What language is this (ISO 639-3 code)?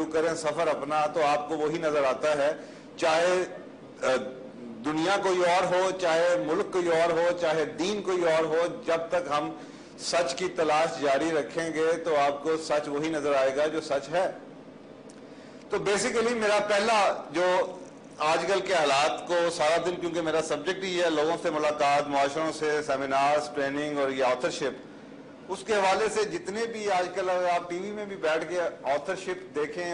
urd